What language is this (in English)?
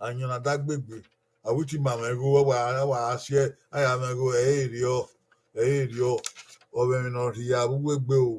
Bini